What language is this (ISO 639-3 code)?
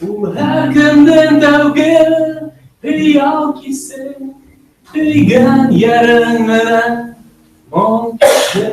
bak